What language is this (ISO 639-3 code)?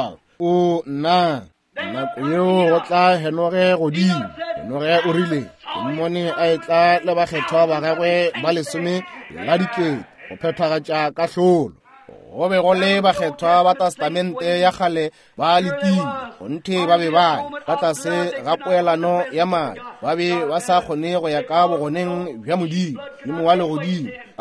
nso